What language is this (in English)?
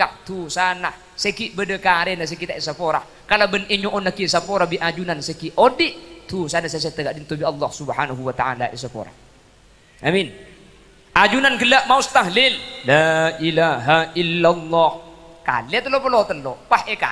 Madurese